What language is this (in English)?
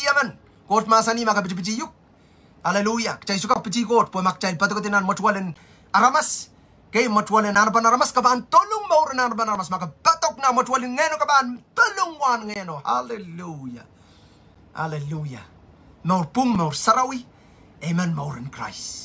Pohnpeian